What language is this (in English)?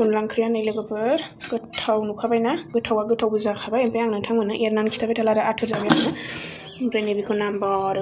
Bodo